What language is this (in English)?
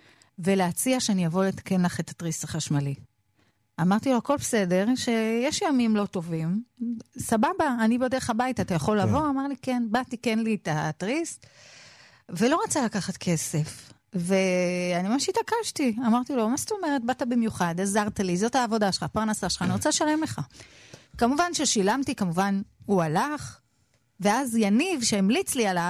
Hebrew